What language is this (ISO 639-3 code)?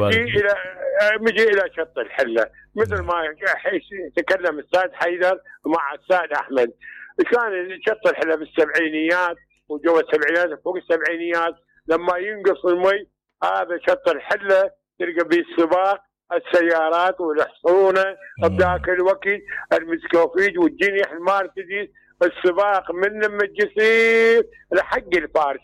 acm